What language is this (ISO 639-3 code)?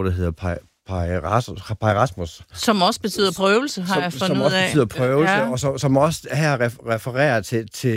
dan